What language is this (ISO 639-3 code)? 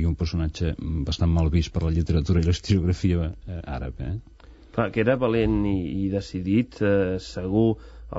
cat